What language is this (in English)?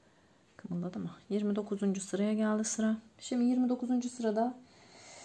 Turkish